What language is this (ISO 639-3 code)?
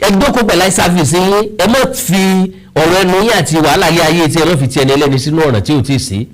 yor